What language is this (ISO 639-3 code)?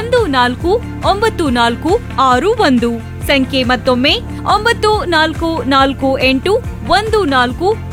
kan